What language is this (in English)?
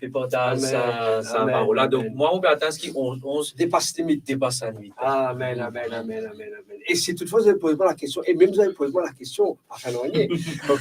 Morisyen